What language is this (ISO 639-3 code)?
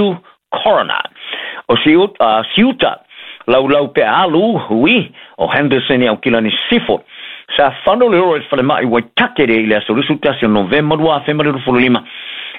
smo